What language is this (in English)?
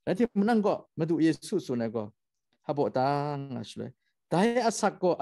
Kachin